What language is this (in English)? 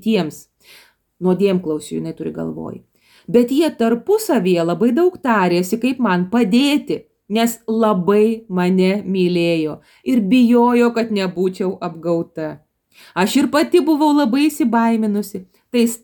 Lithuanian